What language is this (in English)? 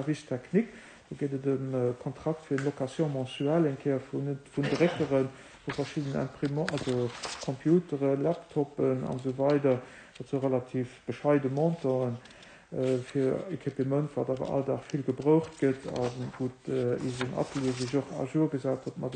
Luxembourgish